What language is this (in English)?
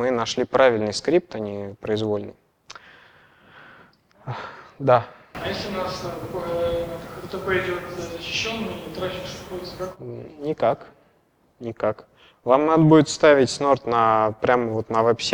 Russian